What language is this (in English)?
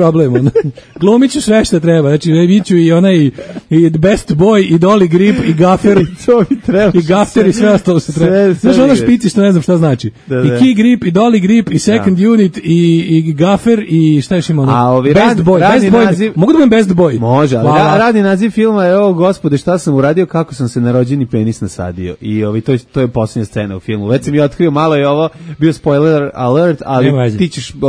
Serbian